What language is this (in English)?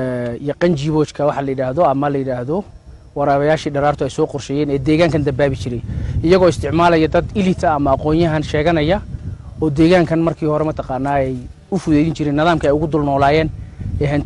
Somali